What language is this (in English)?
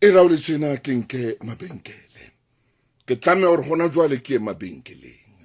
Southern Sotho